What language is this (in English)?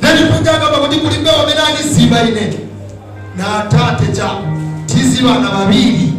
Nyanja